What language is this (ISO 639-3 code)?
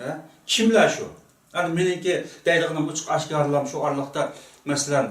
uig